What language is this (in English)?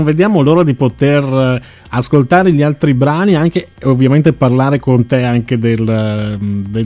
Italian